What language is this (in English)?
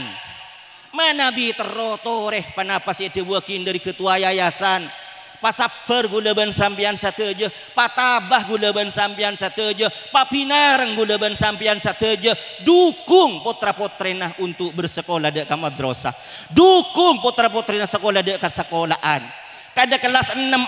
Madurese